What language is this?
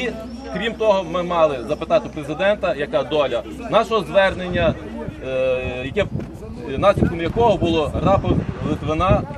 Ukrainian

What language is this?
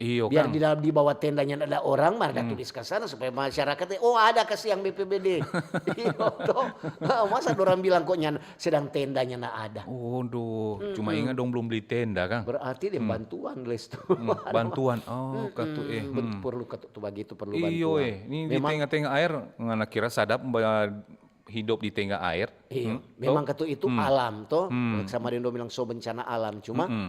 Manado Malay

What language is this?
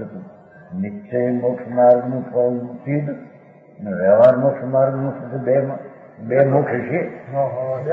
Gujarati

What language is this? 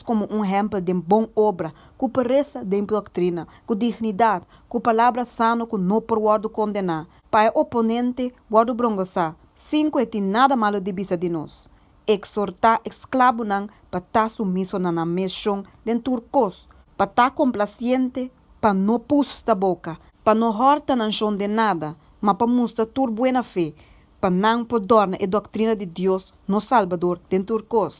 Papiamento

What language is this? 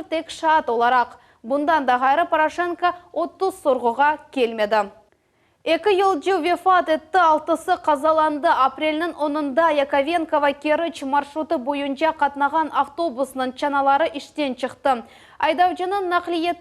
Crimean Tatar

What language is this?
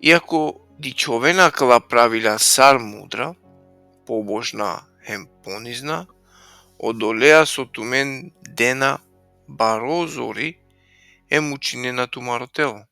Balkan Romani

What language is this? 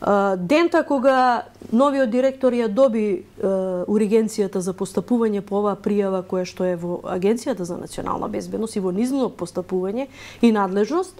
Macedonian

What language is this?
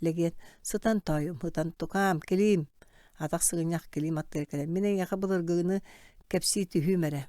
Yakut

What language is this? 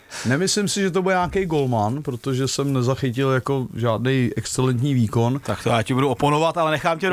Czech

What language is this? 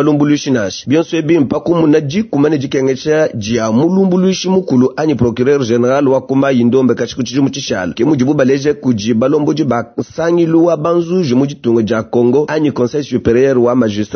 Luba-Lulua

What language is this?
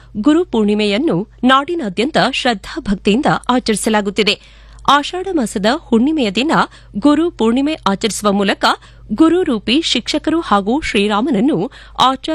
Kannada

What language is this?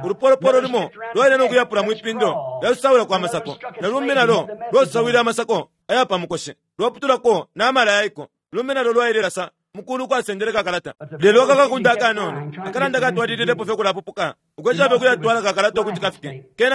Bemba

